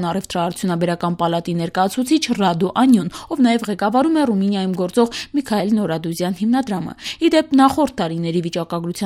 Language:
Armenian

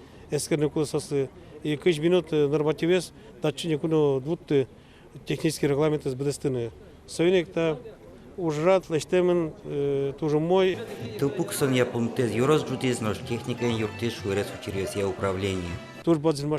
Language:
Udmurt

